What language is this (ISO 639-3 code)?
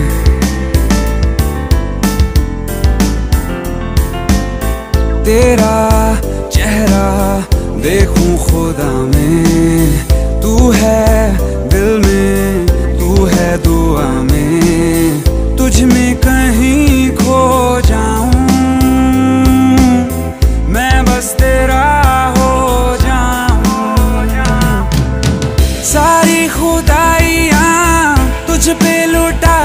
hin